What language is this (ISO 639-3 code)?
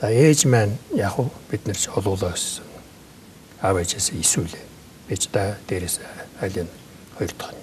mon